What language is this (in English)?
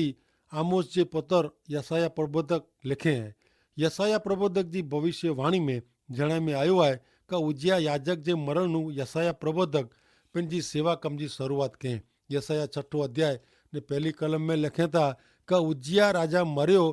Kachhi